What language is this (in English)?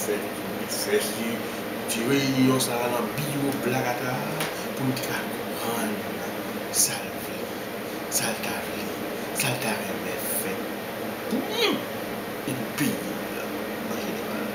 Haitian Creole